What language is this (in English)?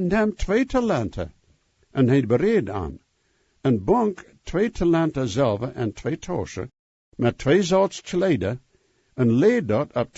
Plautdietsch